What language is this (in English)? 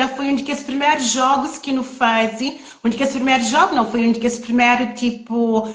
Kabuverdianu